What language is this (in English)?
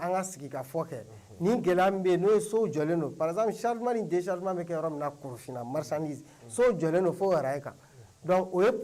Bambara